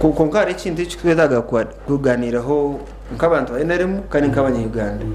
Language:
Nyankole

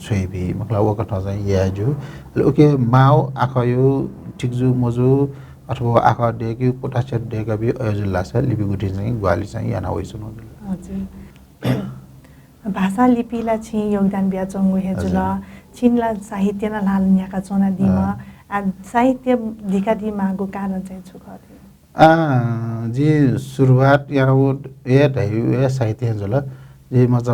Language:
Newari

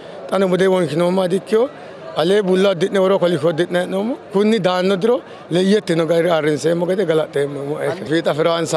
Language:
Sidamo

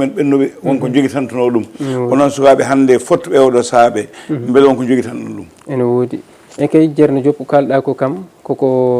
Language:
Fula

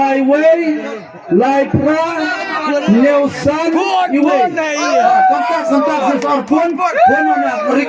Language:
Khasi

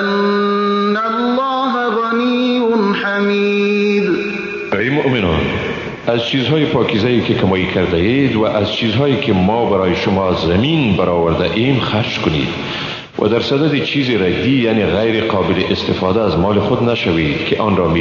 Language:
Persian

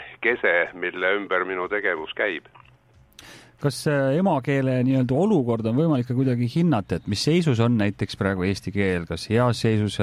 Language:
Estonian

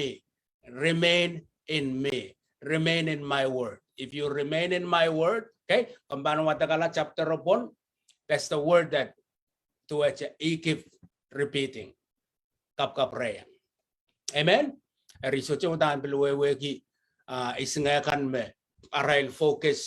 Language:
Pohnpeian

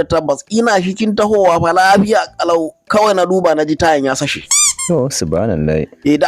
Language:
Hausa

